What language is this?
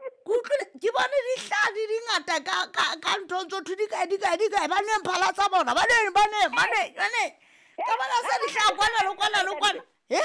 Southern Sotho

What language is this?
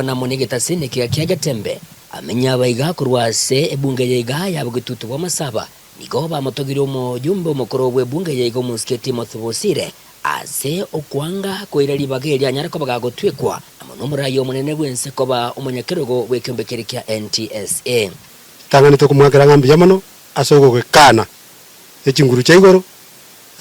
Gusii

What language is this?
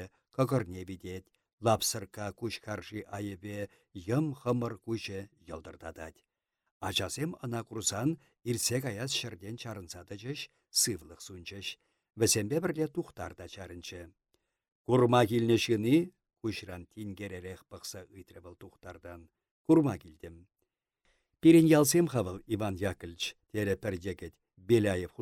Chuvash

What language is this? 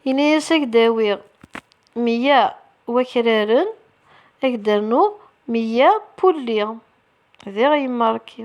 Kabyle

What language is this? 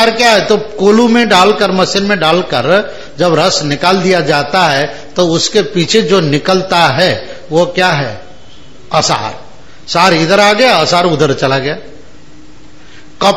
Hindi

